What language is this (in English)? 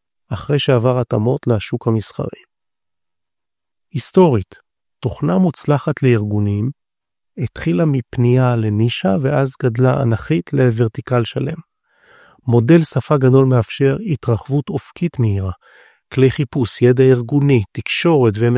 Hebrew